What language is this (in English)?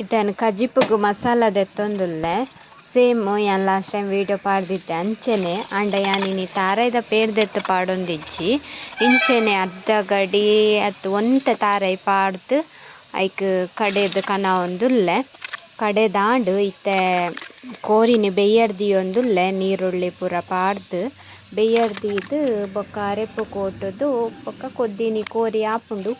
Tulu